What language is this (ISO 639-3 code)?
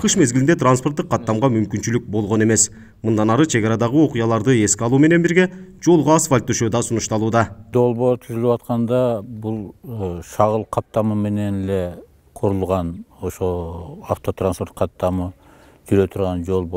kir